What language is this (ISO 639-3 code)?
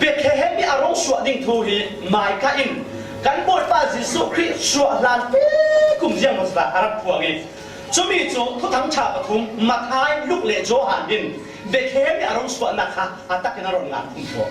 cfm